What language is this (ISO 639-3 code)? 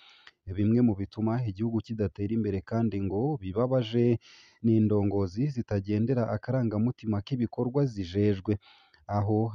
run